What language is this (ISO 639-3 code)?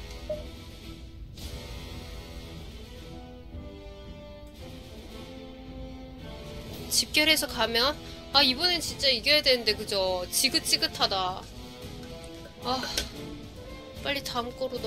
kor